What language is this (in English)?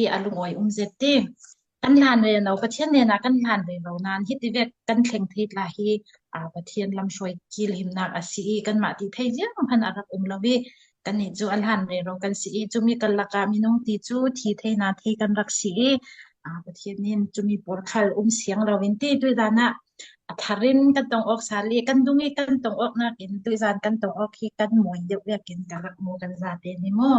Falam Chin